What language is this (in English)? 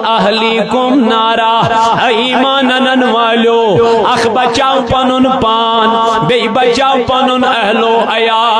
Kashmiri